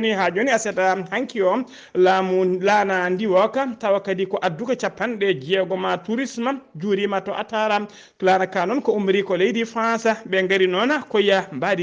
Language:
Fula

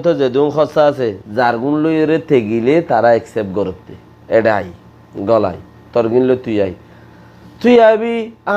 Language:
Rohingya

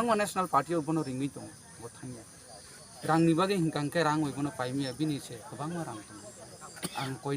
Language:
Kok Borok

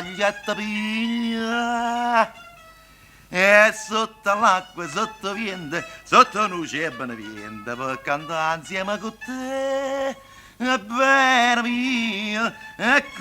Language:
Neapolitan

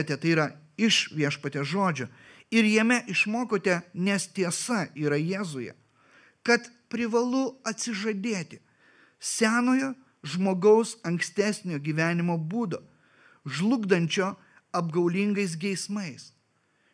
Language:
Lithuanian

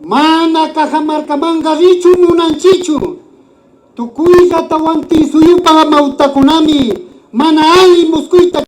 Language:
Imbabura Highland Quichua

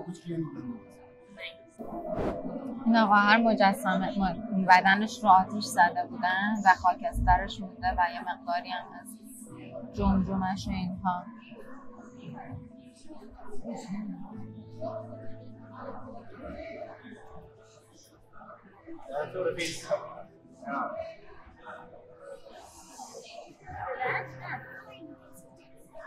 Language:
Persian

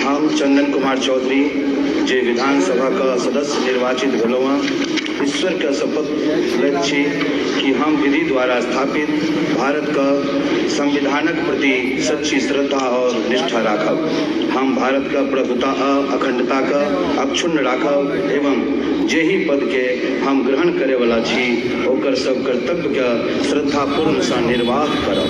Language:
Maithili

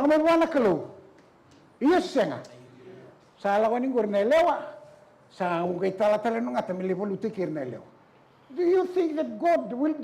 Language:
Fijian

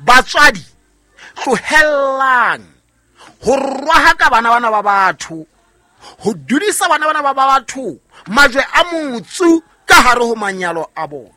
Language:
Southern Sotho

